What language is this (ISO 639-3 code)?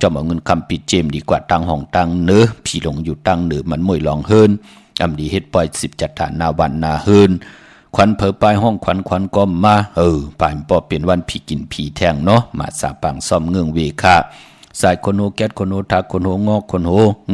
shn